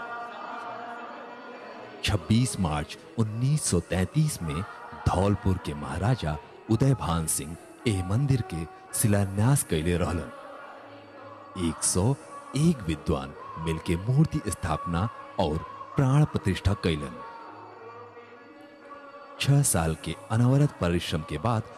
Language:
Bhojpuri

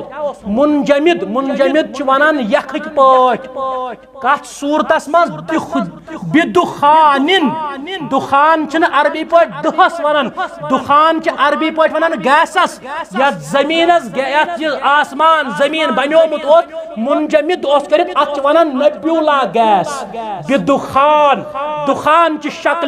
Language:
Kashmiri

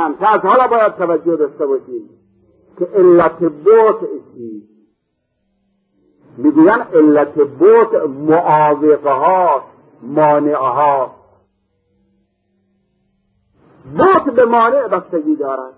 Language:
Persian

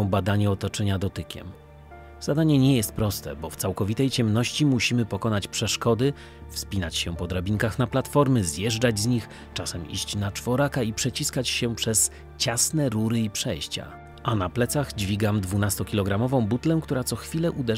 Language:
Polish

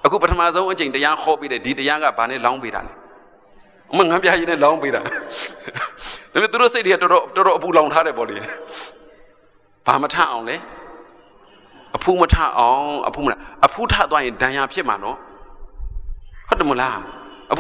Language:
Burmese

